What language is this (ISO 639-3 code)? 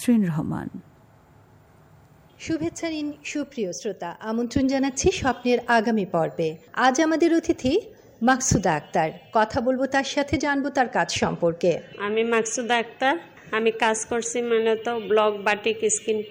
ben